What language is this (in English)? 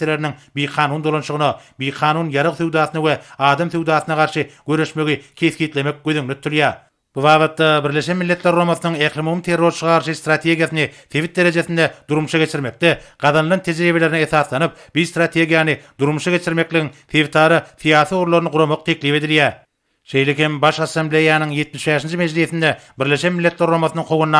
Turkmen